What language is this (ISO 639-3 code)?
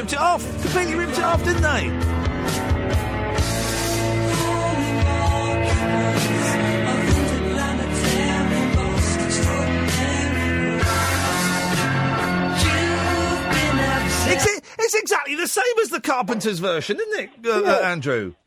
eng